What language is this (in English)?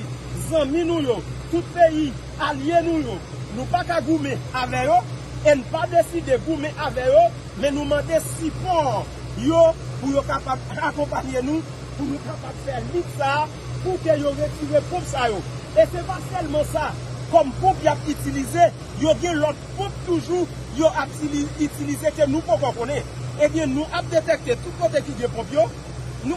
Haitian Creole